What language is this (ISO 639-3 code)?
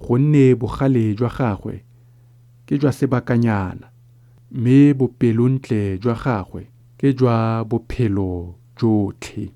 tsn